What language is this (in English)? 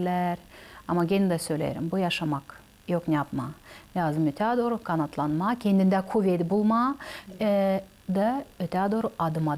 Gagauz